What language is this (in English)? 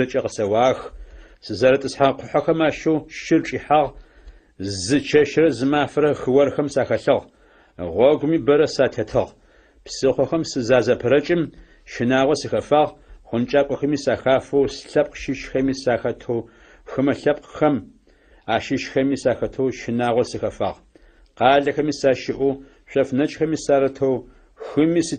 Adyghe